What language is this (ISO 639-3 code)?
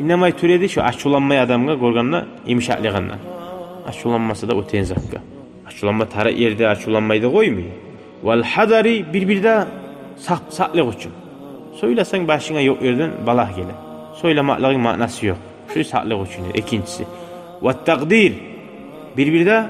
kum